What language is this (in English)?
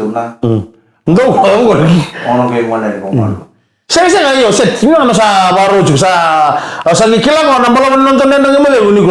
Fijian